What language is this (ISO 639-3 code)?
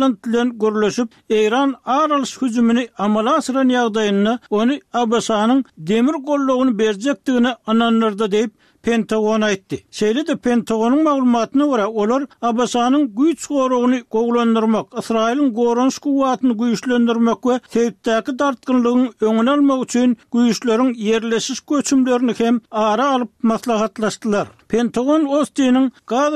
tuk